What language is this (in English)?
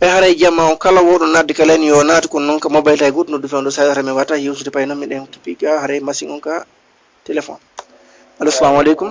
Fula